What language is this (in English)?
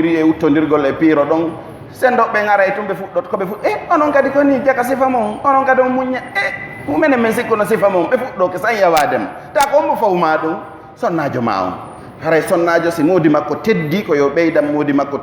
Pular